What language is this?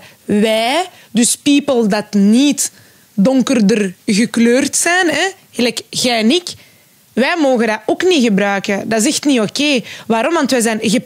Dutch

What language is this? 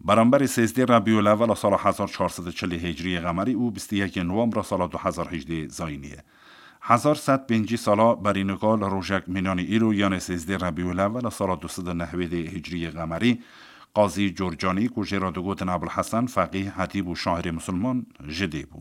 Kurdish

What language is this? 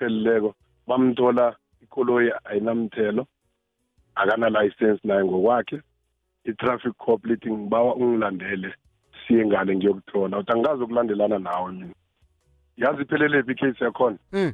South Ndebele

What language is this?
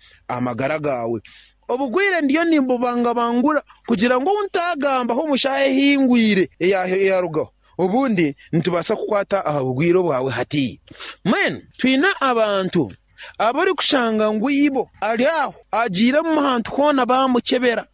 Nyankole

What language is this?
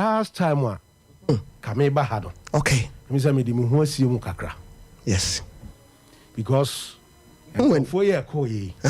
Akan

